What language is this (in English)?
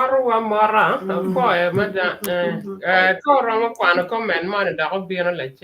Acoli